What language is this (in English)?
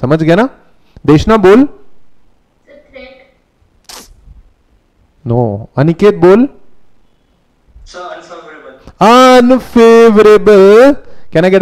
Hindi